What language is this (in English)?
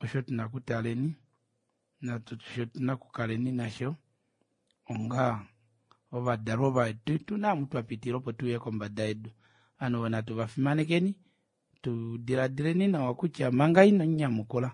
Kuanyama